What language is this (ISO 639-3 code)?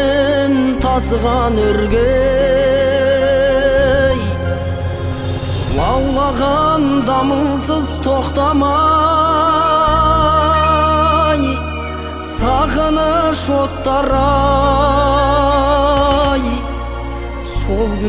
kaz